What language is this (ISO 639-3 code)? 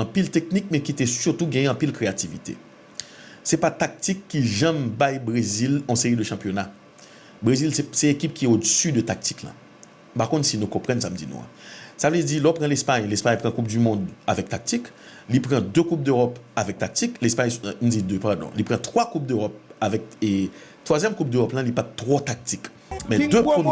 hat